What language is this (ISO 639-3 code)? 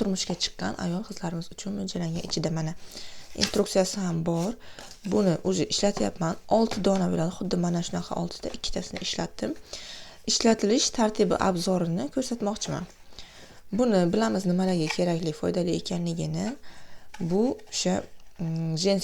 uzb